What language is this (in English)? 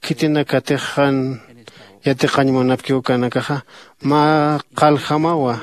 Aymara